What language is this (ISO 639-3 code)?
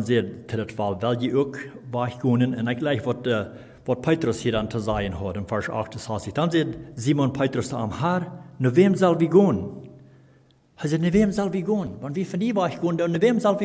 pdt